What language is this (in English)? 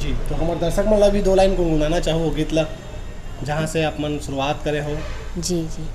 Chhattisgarhi